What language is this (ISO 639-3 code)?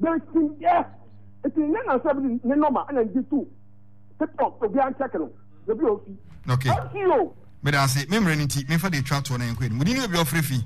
aka